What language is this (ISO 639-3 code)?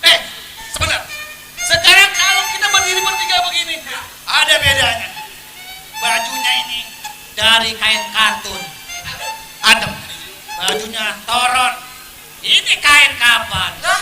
bew